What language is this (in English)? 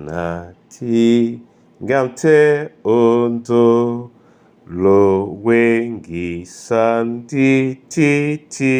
Duala